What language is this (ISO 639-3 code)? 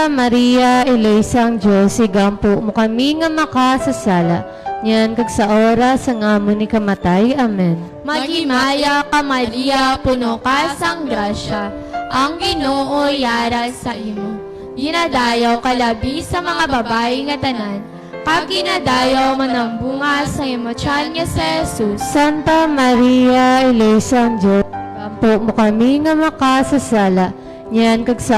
hil